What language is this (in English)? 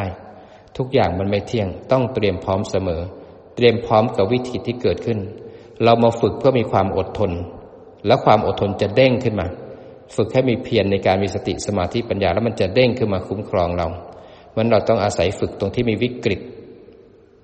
Thai